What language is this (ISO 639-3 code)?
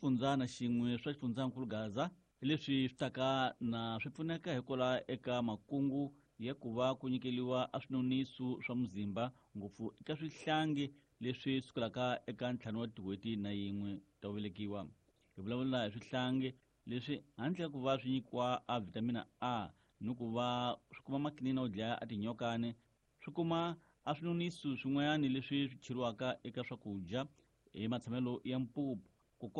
tso